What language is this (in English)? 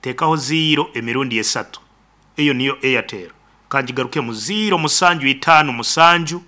Nyankole